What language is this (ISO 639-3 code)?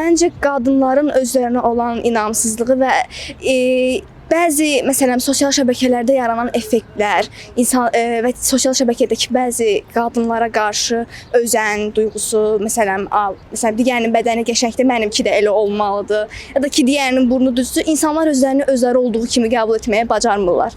aze